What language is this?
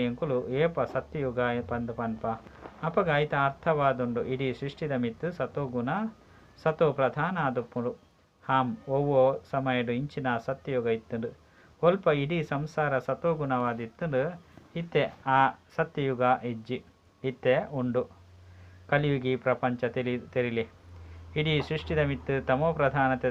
Tulu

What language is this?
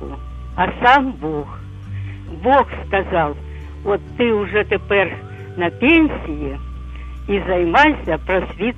Ukrainian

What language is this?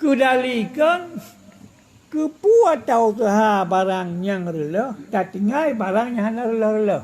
Achinese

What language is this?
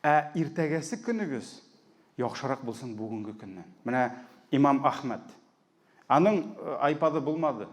Tatar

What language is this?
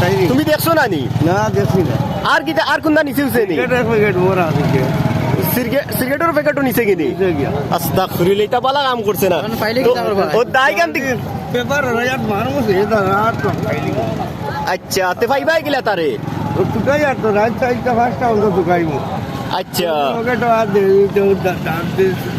Sylheti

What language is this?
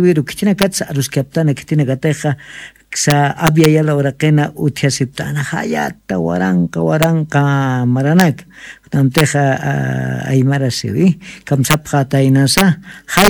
Aymara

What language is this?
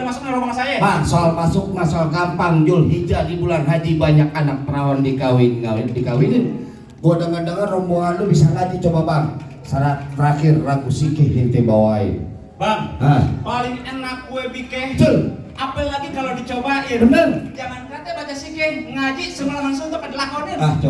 Betawi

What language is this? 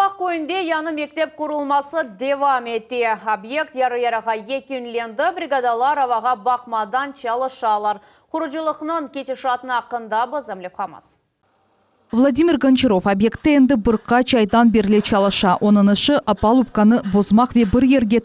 Crimean Tatar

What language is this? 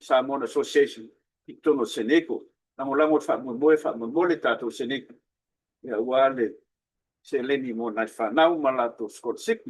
Samoan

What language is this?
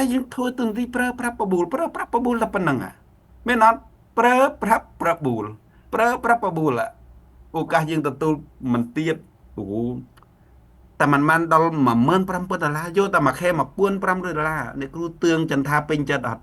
Khmer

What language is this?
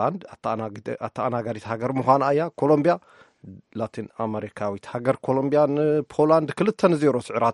Tigrinya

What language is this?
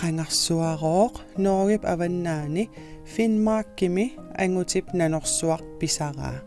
Kalaallisut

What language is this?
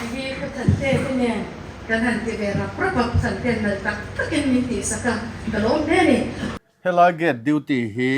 Mizo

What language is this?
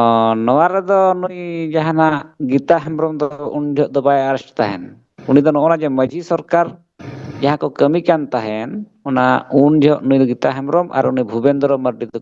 Santali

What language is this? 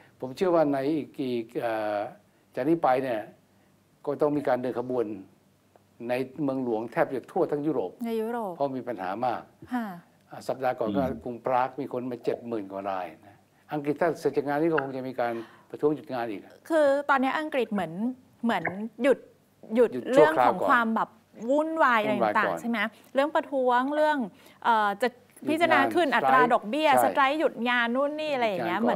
Thai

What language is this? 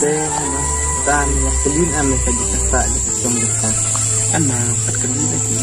Khasi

